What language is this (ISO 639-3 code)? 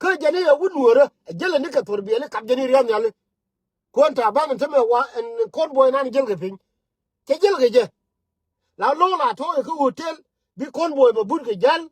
nus